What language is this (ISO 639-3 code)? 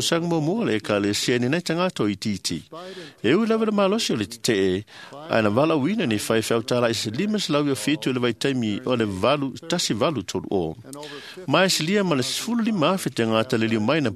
smo